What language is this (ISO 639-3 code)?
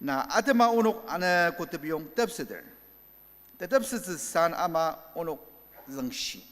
njo